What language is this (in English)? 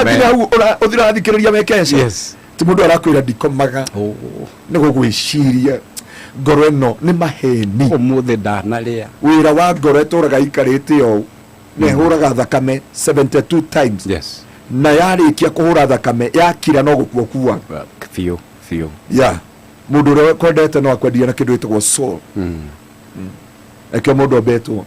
Kikuyu